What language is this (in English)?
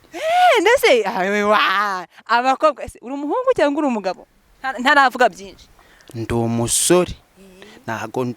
Kinyarwanda